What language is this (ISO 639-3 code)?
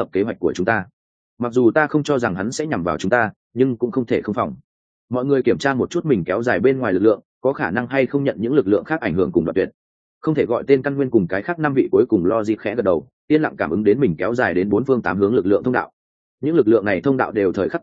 vie